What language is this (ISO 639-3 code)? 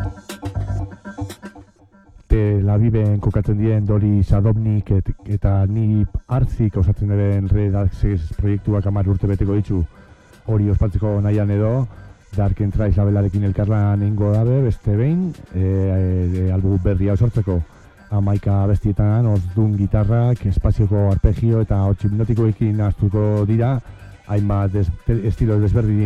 eus